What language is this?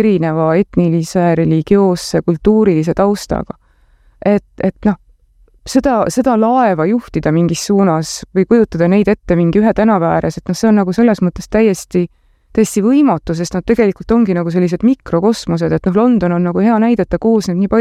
Estonian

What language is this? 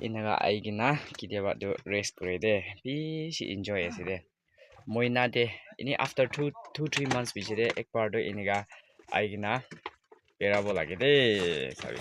Naga Pidgin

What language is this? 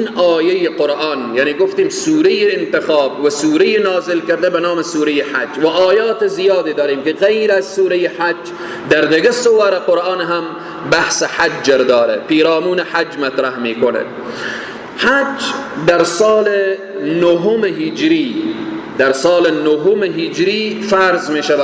Persian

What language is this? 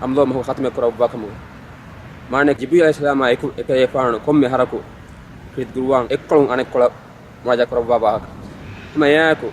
Divehi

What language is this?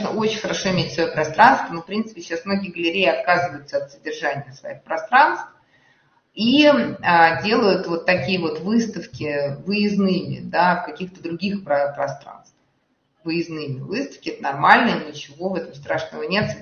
Russian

